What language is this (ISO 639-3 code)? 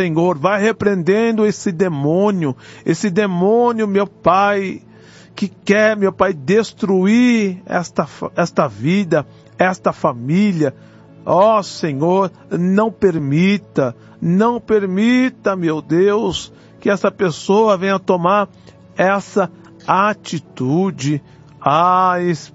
por